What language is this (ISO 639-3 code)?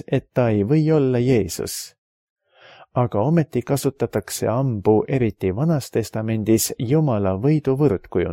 est